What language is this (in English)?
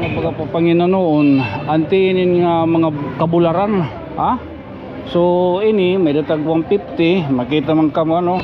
Waray